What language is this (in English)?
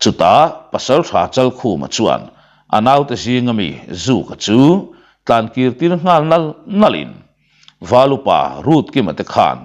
Mizo